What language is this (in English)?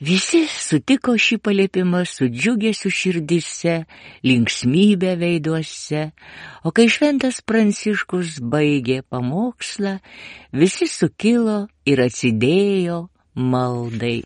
Lithuanian